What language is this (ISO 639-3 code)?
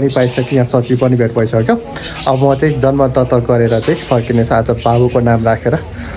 nep